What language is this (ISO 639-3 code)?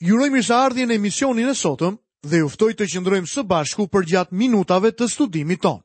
sqi